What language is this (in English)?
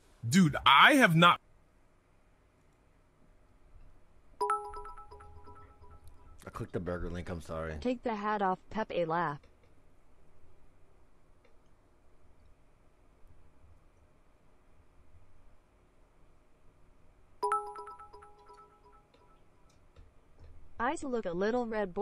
English